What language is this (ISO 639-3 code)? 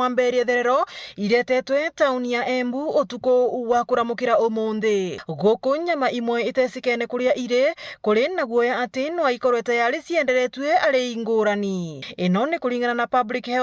mer